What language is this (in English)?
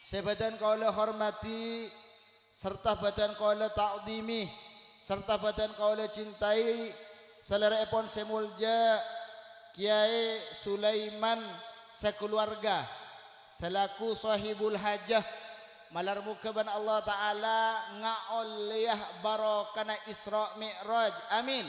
Madurese